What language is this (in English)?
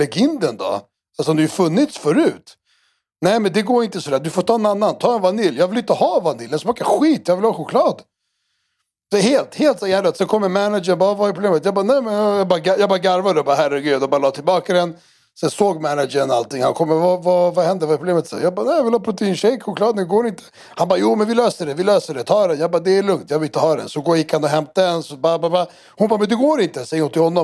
Swedish